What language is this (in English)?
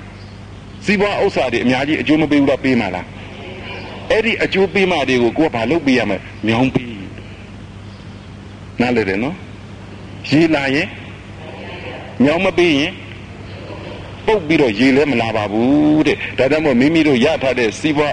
Burmese